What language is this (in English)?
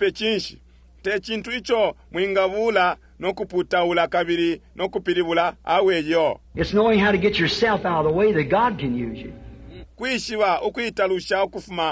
Bemba